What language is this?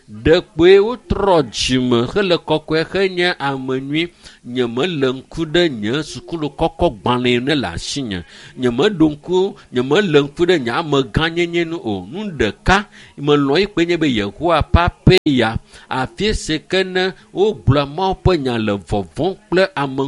Ewe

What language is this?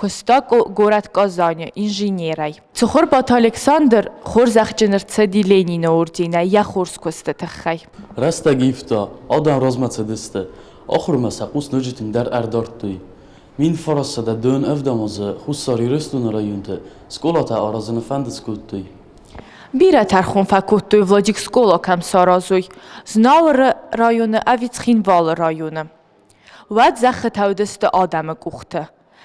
Ossetic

